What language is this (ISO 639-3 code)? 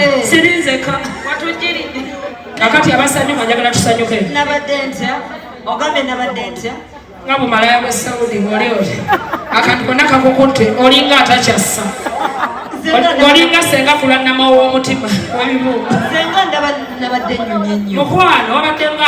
lug